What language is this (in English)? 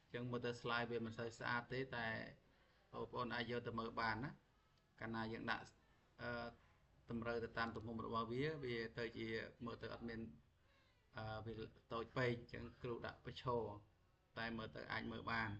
Khmer